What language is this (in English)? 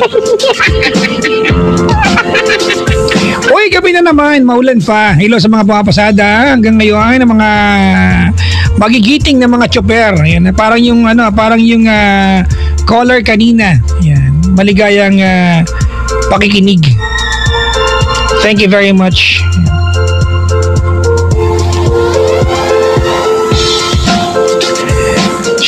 Filipino